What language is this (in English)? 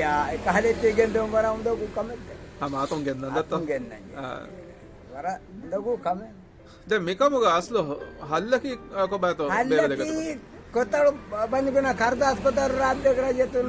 Divehi